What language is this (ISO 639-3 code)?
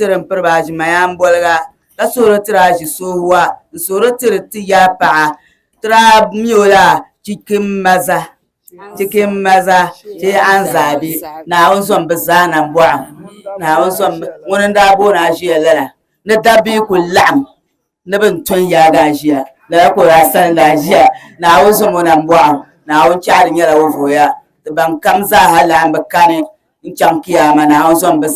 dag